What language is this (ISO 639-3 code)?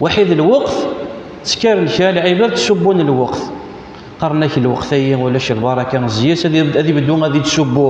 kab